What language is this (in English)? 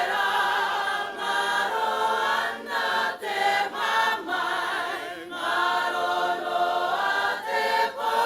Māori